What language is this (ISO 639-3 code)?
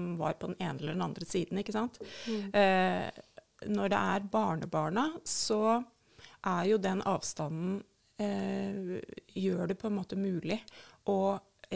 nor